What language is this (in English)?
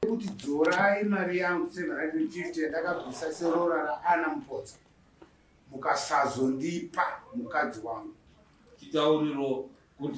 Shona